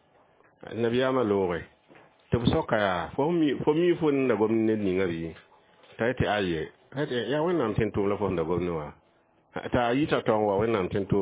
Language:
Mossi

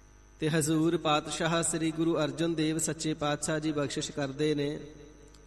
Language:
Punjabi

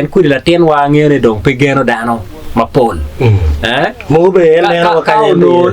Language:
Acoli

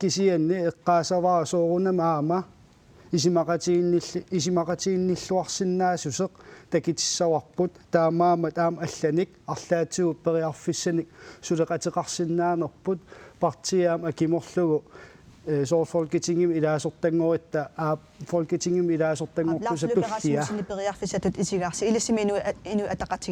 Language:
Kalaallisut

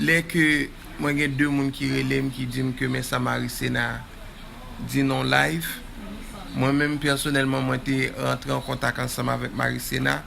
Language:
Haitian Creole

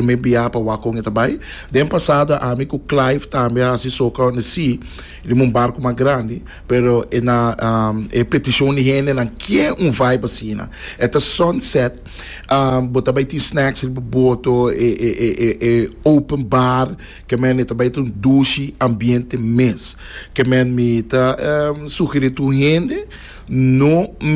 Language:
Papiamento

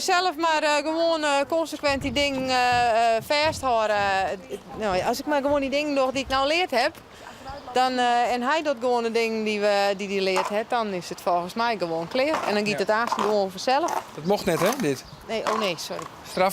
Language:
Western Frisian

